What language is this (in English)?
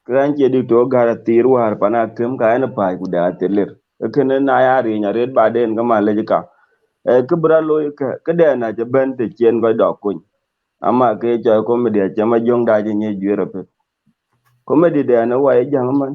Dinka